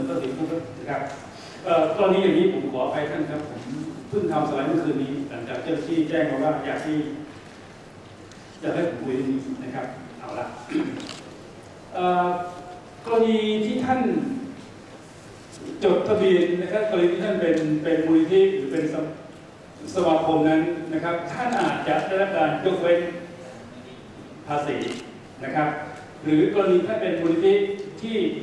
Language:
Thai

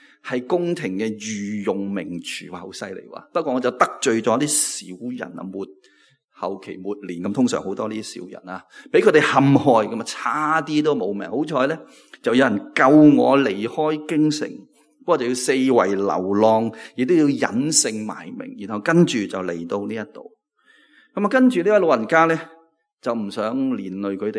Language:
Cantonese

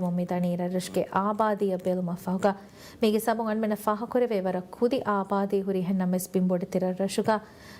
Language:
Divehi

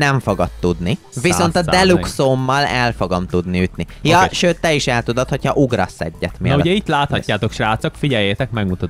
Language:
Hungarian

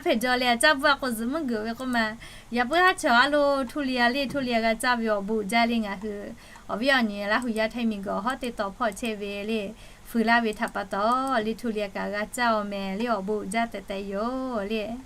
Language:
Lahu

